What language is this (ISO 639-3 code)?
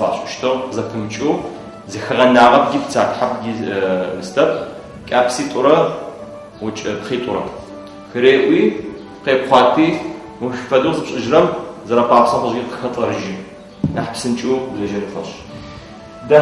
ady